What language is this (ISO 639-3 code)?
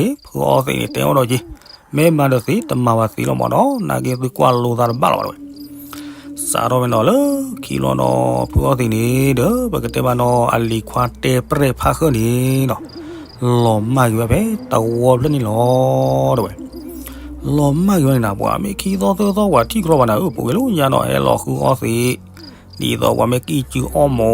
ksw